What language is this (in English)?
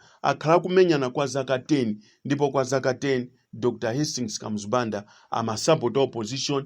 Nyanja